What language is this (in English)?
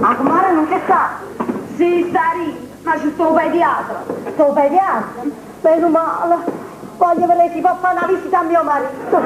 Neapolitan